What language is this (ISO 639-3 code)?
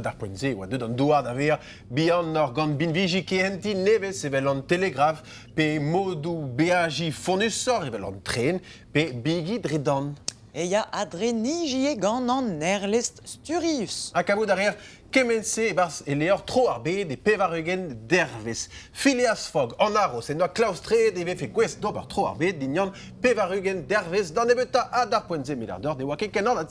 bre